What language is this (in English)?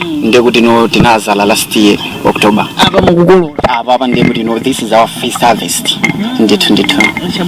Nyanja